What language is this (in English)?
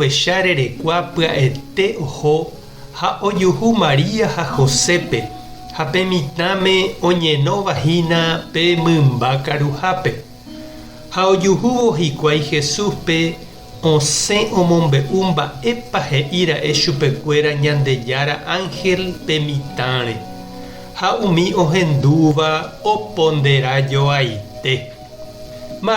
Guarani